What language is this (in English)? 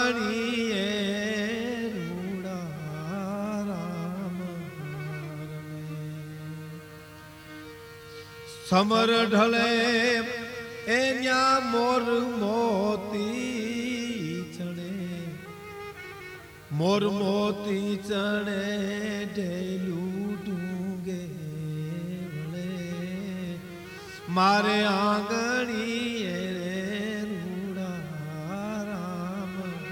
Gujarati